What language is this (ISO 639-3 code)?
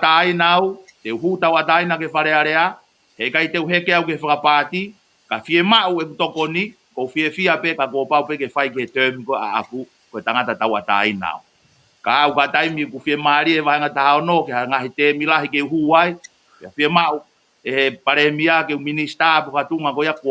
ton